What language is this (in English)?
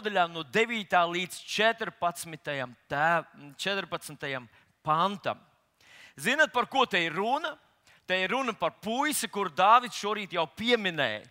Latvian